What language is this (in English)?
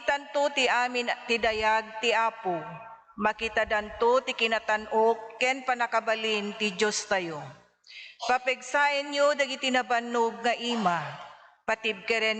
Iloko